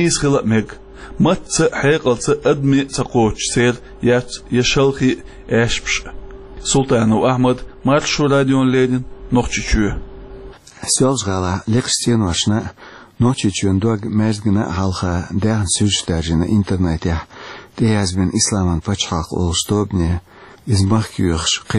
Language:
Chechen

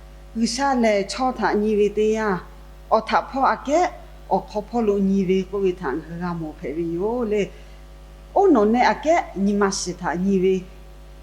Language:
Lahu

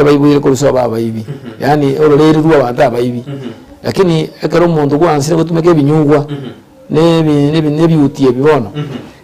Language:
Gusii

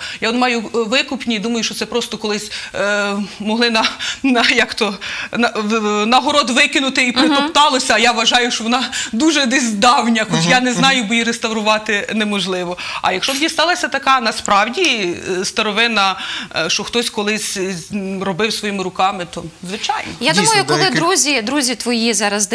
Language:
Ukrainian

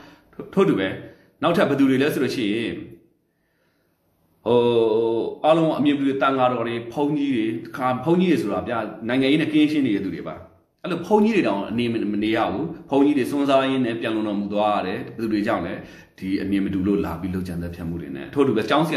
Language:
Burmese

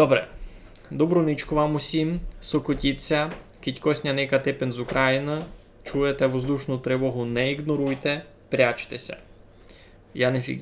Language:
Rusyn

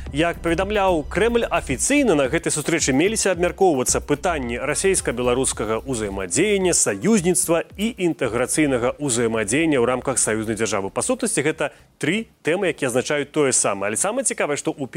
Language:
Belarusian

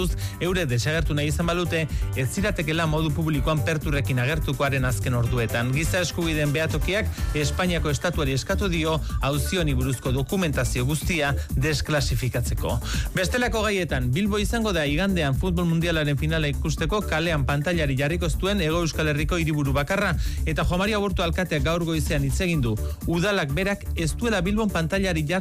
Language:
Basque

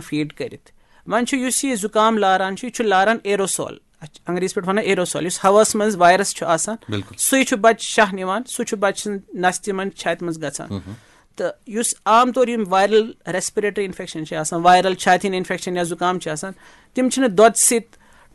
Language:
Kashmiri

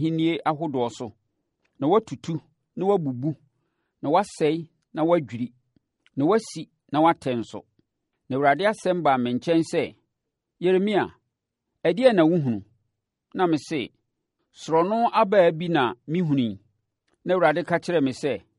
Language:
Akan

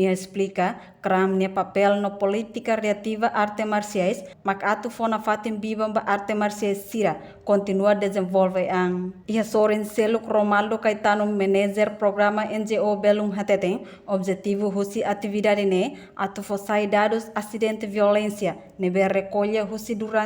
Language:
Tetum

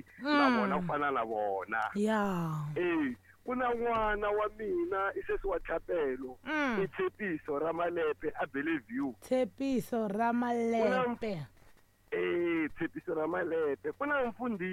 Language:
Tsonga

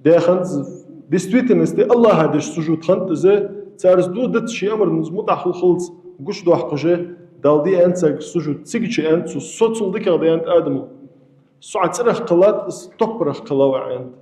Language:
Ingush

